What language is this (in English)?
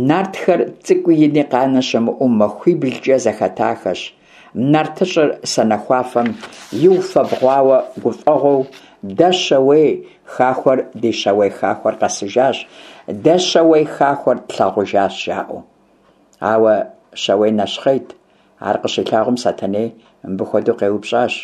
Kabardian